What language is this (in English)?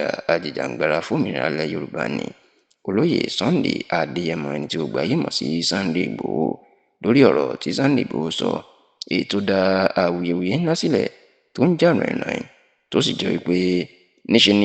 Yoruba